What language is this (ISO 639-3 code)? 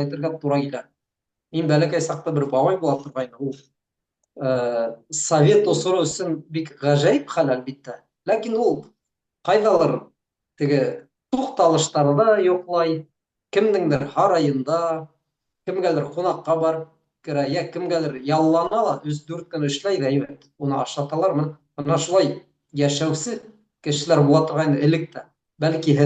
bak